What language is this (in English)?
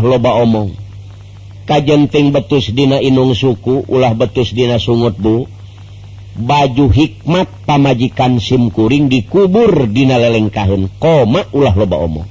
Sundanese